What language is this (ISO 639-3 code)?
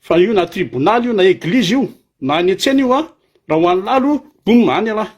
mlg